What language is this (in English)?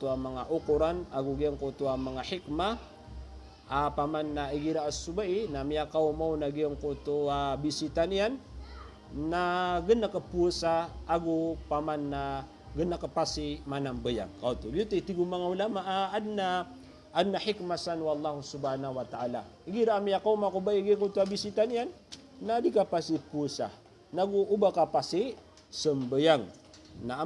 Maranao